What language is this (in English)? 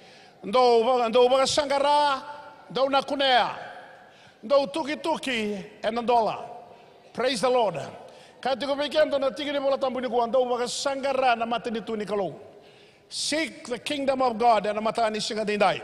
Fijian